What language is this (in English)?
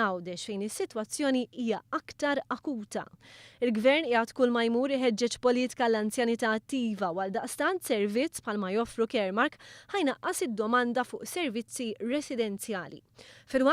Maltese